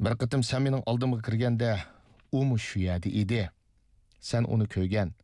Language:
Uyghur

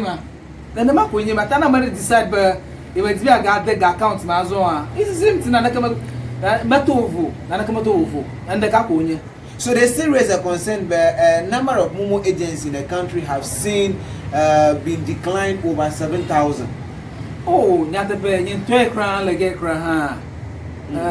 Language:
Ewe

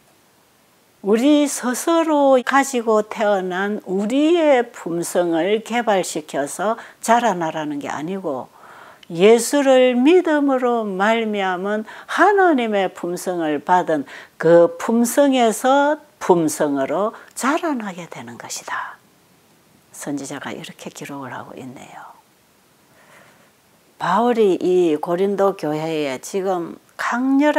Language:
Korean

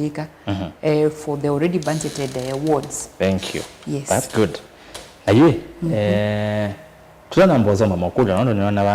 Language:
Kamba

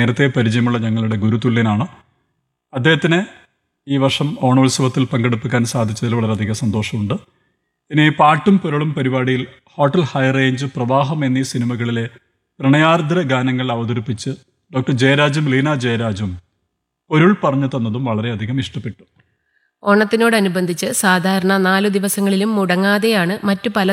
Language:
Malayalam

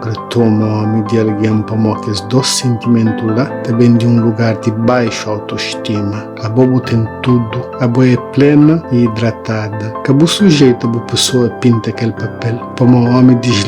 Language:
Kabuverdianu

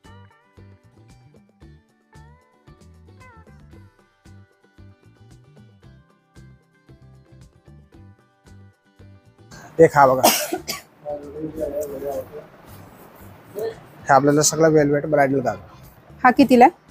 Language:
Marathi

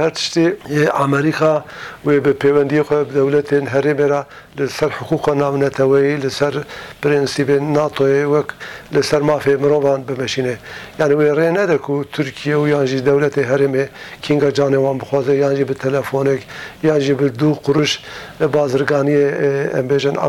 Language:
Kurdish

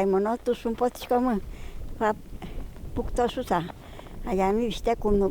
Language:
Udmurt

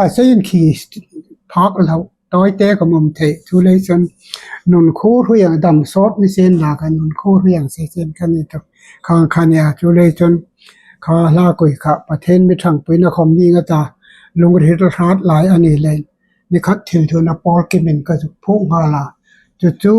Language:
Hmar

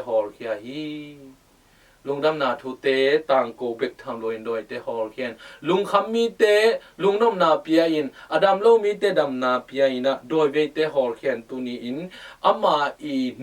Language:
Tedim Chin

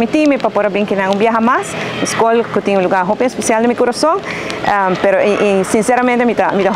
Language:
Papiamento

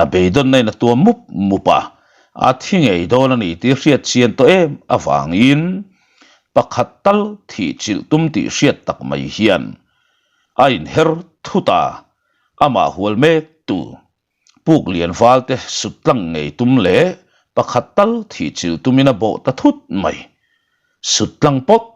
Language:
Mizo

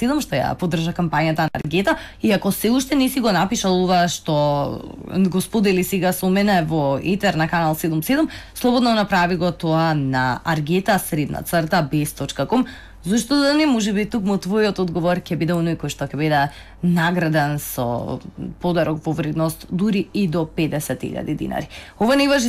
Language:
Macedonian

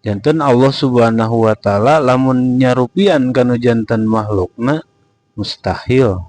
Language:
Sundanese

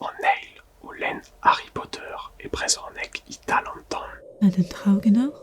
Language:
Breton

